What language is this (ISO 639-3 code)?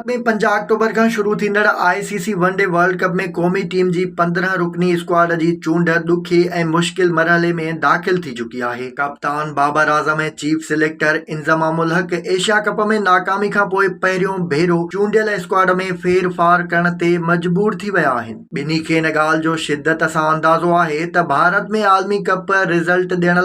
snd